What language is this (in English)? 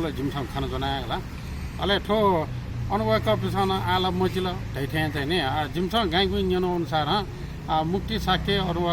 Newari